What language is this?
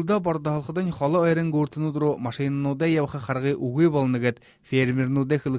Buriat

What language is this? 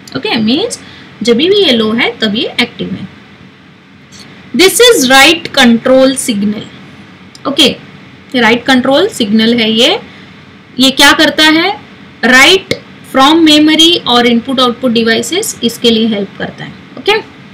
Hindi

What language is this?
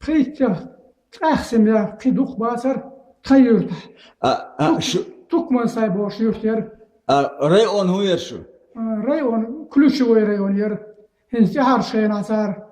Chechen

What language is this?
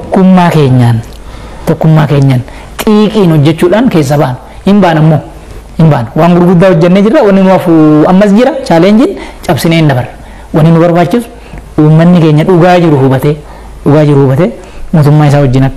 Oromo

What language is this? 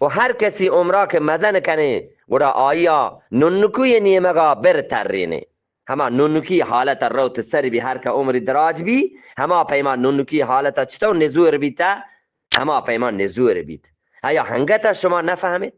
Eastern Balochi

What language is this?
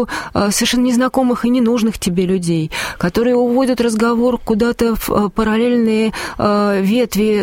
Russian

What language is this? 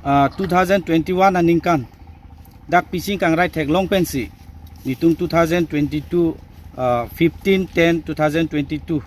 Karbi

